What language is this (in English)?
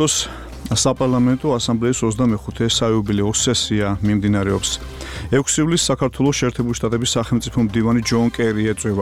Georgian